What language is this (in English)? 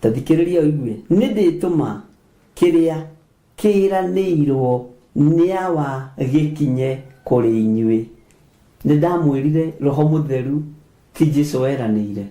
Kikuyu